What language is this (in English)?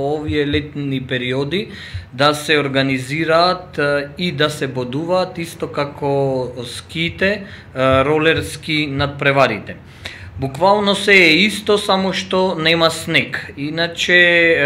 Macedonian